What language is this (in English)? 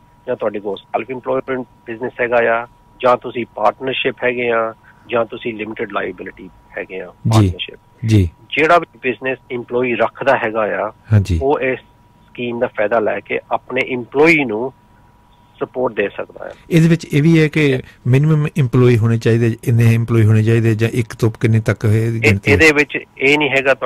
Punjabi